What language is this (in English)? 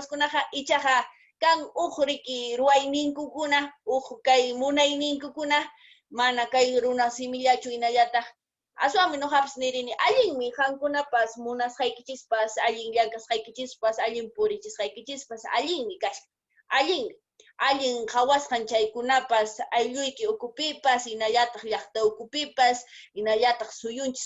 Quechua